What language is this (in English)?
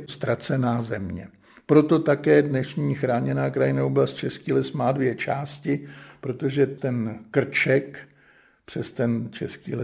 Czech